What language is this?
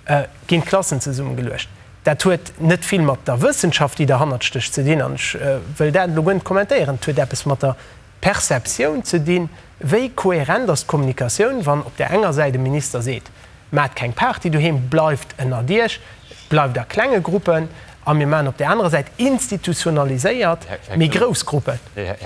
Luxembourgish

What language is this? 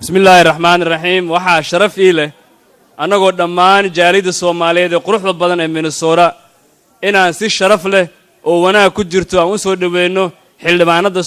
Somali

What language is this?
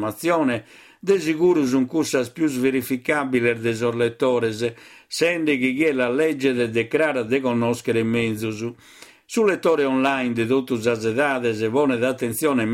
Sardinian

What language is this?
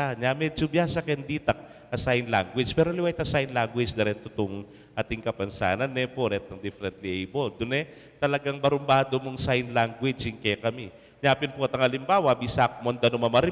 Pampanga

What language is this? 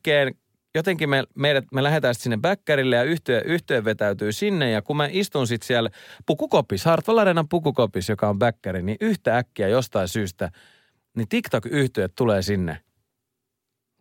Finnish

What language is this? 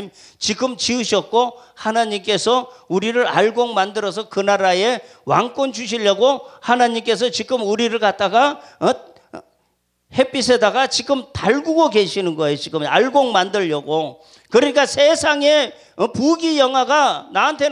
Korean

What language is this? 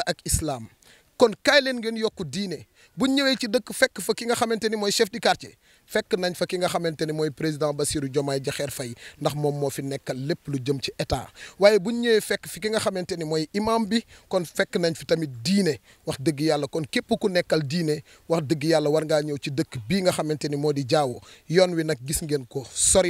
Wolof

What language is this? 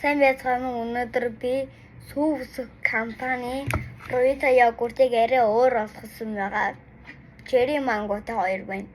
Mongolian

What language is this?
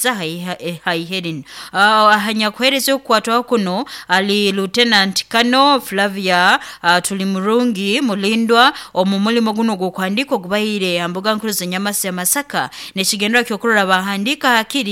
Nyoro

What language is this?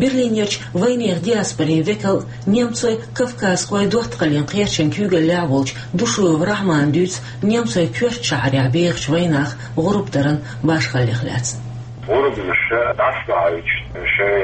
Chechen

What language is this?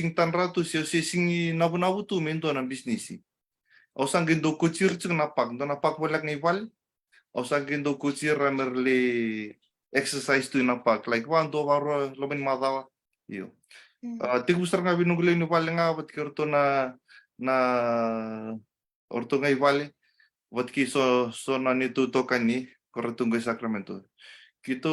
Fijian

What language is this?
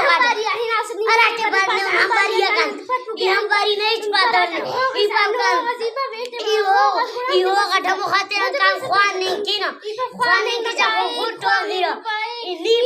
Brahui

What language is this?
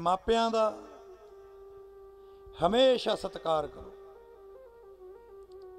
Punjabi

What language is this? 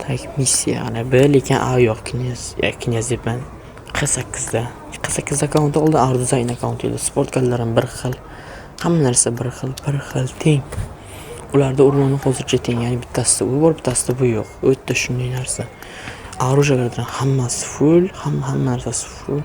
Uzbek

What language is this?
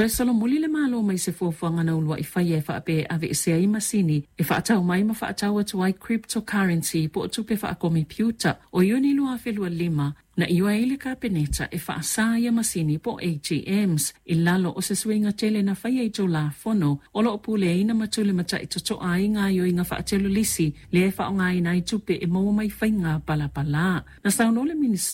Samoan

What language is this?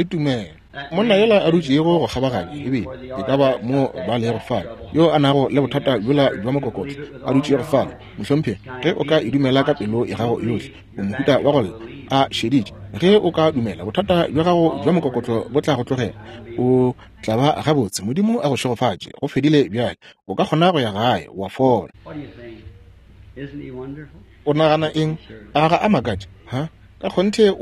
Northern Sotho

